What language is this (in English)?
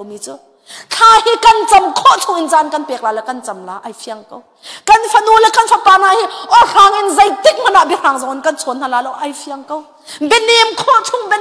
Hakha Chin